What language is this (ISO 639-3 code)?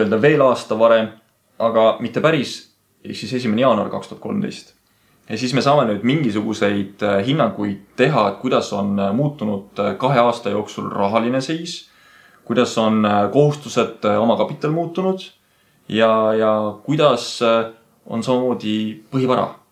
est